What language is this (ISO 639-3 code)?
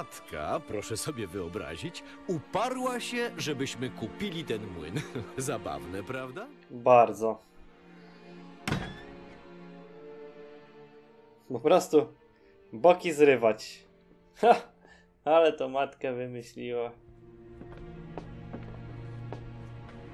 pol